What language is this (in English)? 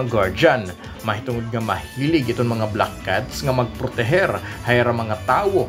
Waray